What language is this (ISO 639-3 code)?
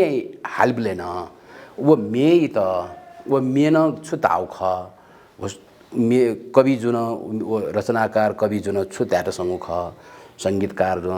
new